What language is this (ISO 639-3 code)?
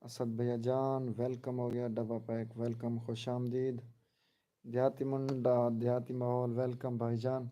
skr